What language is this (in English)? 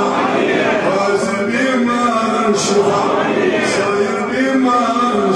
Kashmiri